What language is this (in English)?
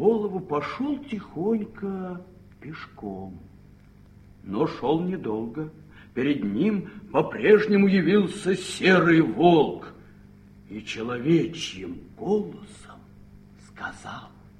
Russian